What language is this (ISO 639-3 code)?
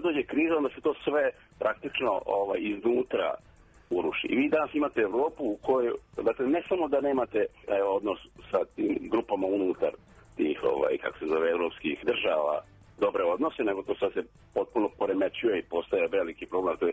srp